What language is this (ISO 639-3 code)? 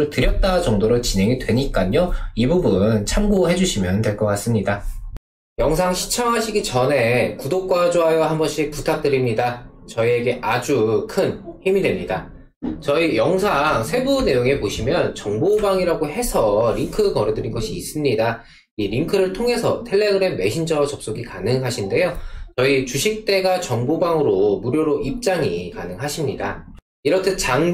kor